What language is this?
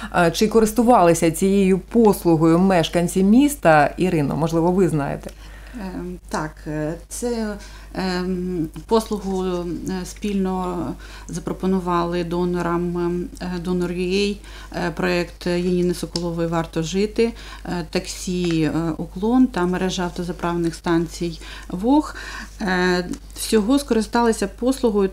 Ukrainian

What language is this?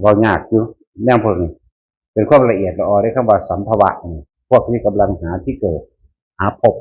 Northeastern Thai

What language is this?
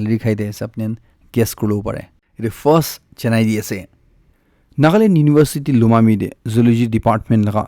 Naga Pidgin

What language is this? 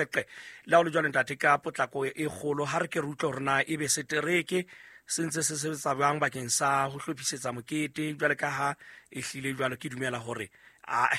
Southern Sotho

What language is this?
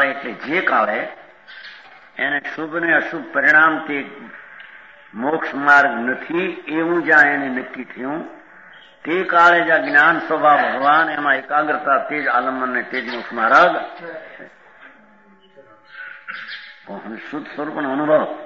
Gujarati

